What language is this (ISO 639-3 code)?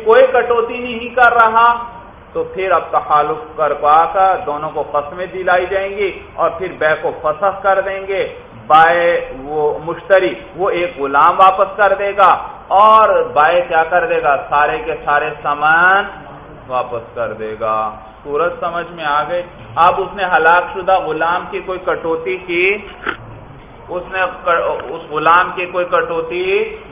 urd